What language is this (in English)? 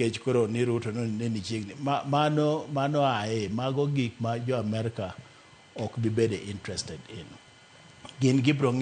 Luo (Kenya and Tanzania)